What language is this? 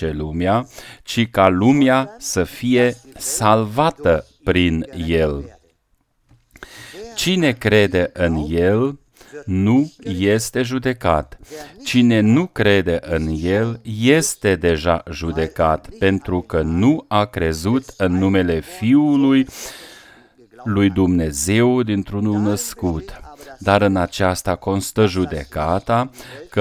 Romanian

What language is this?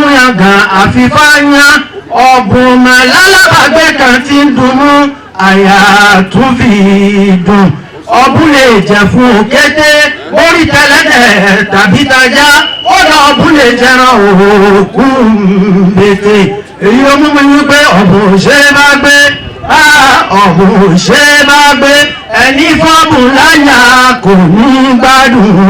Yoruba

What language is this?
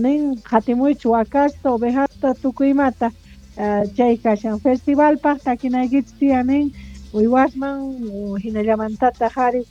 South Bolivian Quechua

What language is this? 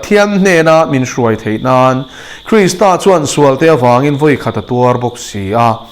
Mizo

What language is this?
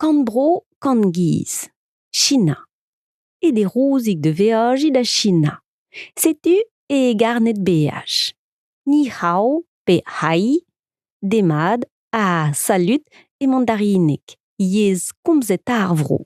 Breton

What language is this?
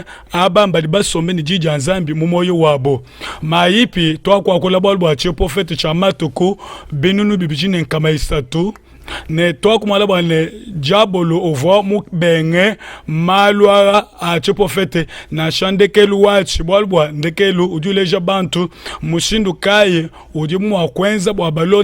Luba-Lulua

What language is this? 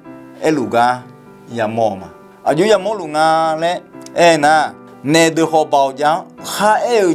Akha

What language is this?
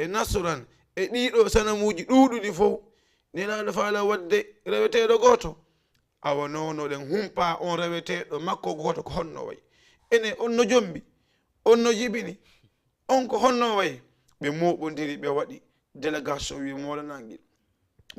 Fula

